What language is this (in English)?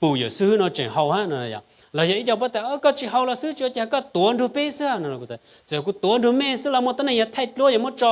Hmong